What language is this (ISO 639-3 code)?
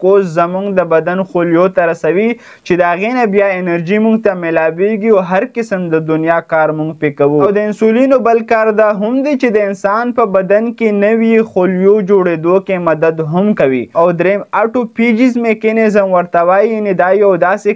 pus